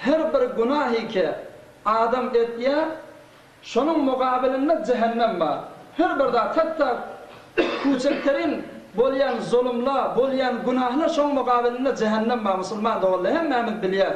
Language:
Turkmen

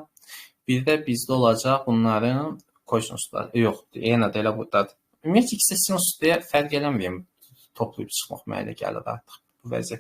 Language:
Azerbaijani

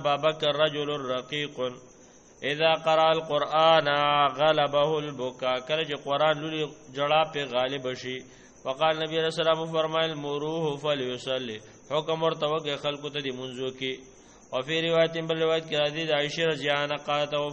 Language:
Pashto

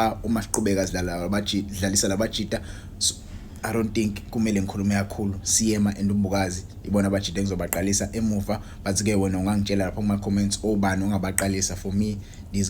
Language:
Zulu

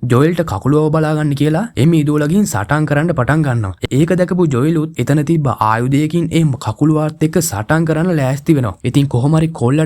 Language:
Sinhala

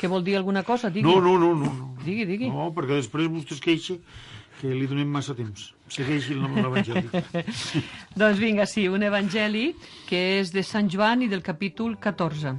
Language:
Catalan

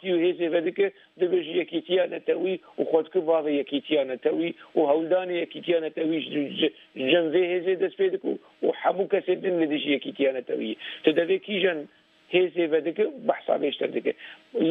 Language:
Kurdish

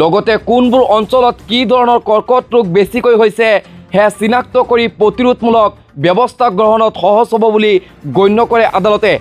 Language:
Assamese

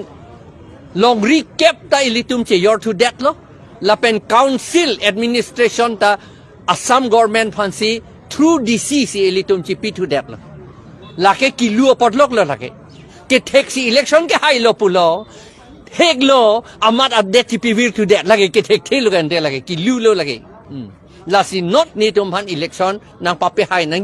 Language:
Karbi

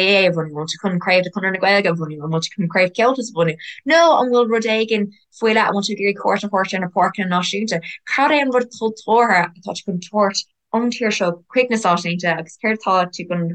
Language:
Irish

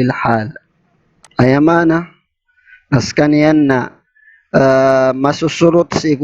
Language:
Maranao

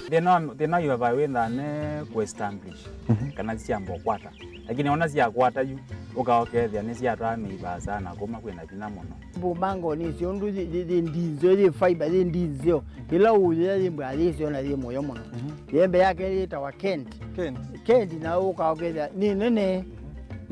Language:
Kamba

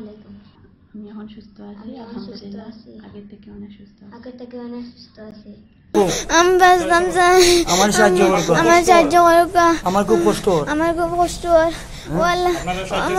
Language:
Sylheti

